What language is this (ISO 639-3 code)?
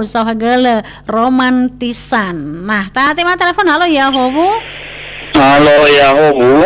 nia